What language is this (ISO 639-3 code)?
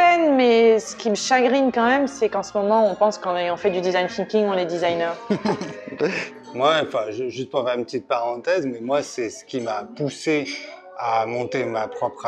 fra